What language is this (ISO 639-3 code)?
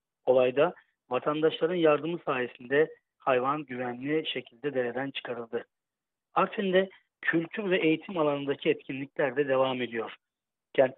tur